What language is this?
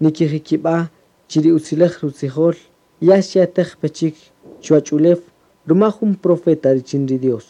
Kaqchikel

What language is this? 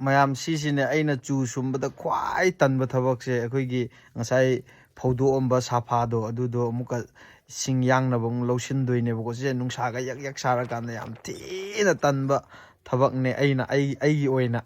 Manipuri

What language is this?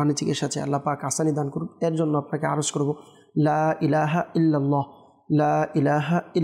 Bangla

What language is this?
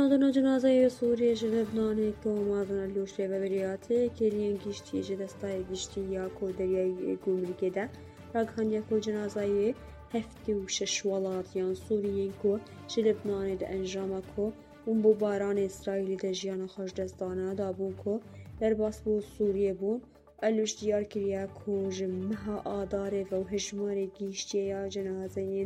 Kurdish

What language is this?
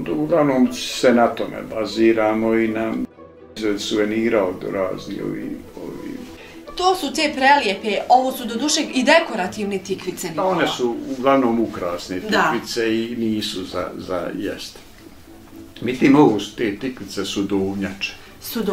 Bosnian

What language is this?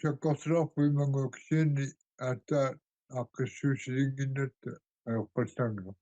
Kalaallisut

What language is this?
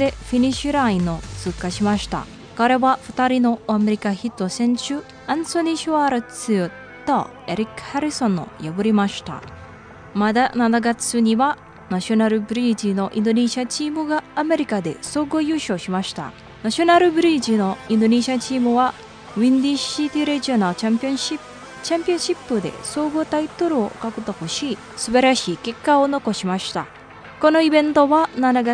Japanese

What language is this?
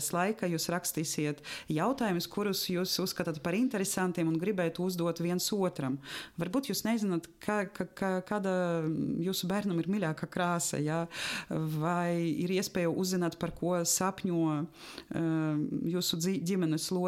Latvian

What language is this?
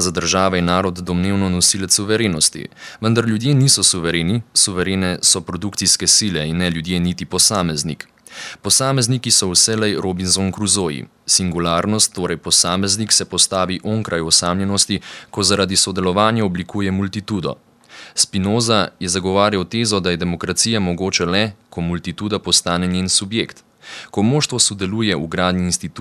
Slovenian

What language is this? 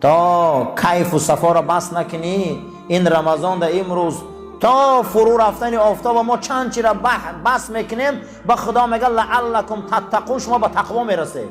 Tajik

